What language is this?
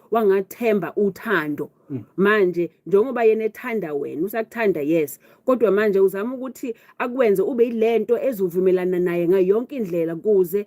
Zulu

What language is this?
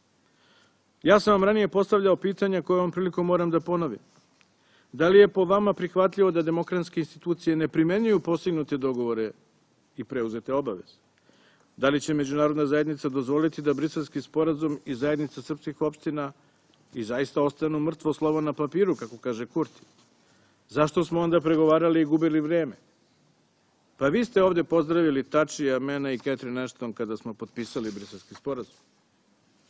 Serbian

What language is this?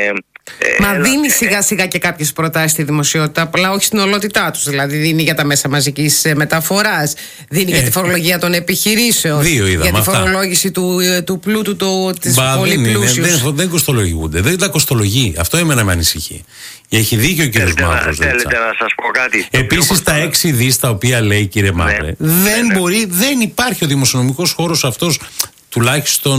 Greek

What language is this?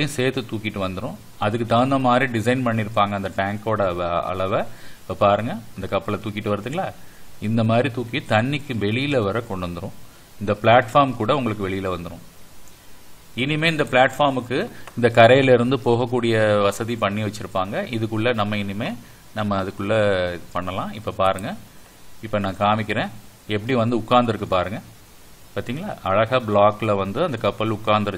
Tamil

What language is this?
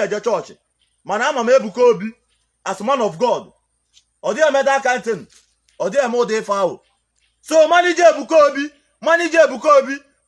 Igbo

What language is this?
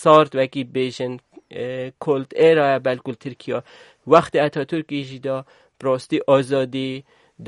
Kurdish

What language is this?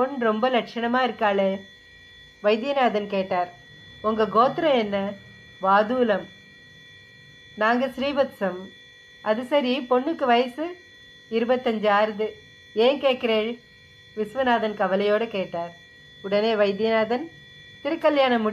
Tamil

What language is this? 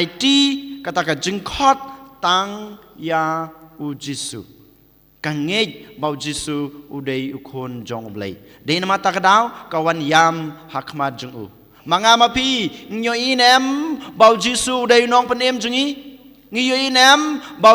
Khasi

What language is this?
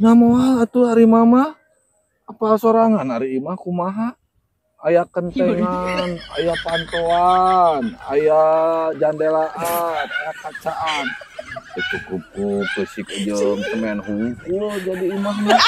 Sundanese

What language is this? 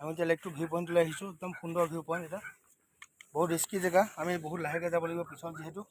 Assamese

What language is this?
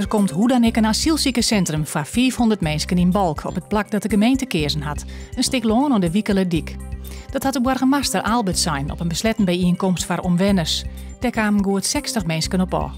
Western Frisian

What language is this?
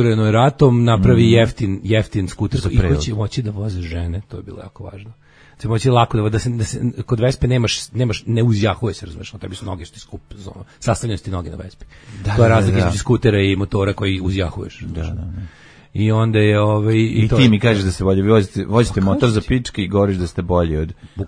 Serbian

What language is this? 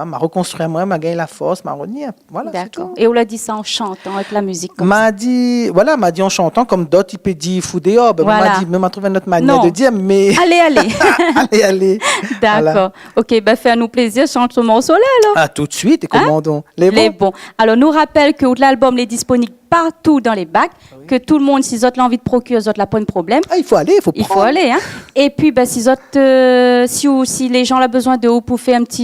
Réunion Creole French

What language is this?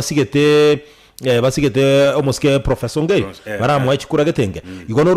Gusii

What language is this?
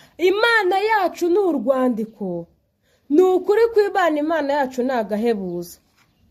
Kinyarwanda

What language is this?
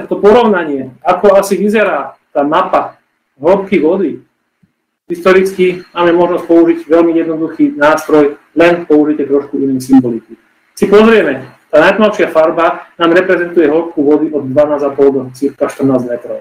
Slovak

